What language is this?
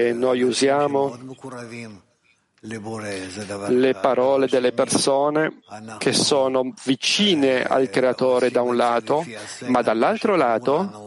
Italian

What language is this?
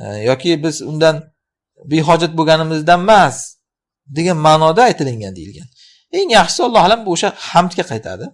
Uzbek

